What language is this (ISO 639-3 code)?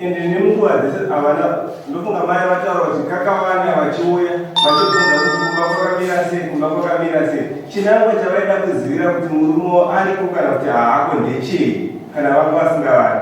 sna